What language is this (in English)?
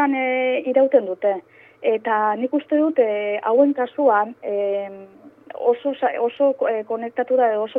Basque